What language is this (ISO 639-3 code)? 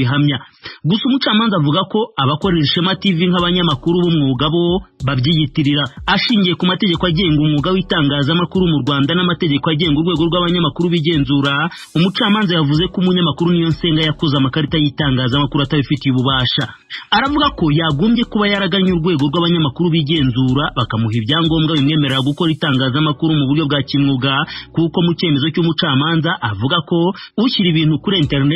kin